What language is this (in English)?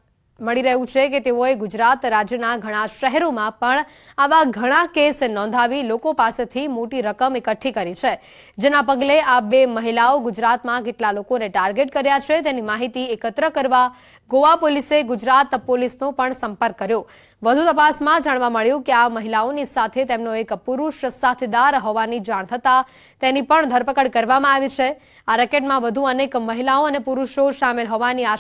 Gujarati